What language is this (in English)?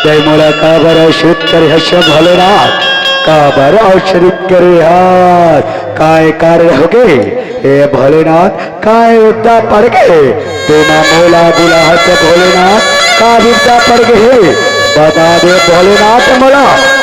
Chhattisgarhi